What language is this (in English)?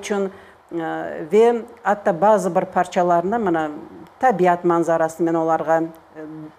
Crimean Tatar